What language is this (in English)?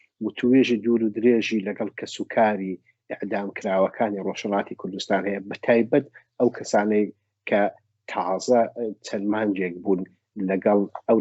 Central Kurdish